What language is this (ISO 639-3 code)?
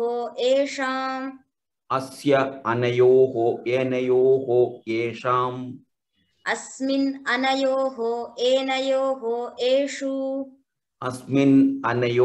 san